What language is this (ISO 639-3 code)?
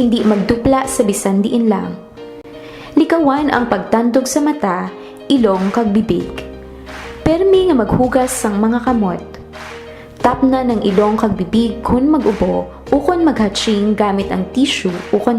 hil